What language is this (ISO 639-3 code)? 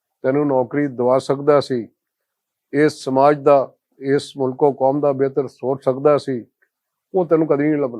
lah